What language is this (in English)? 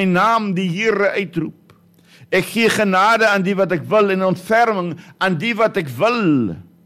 Afrikaans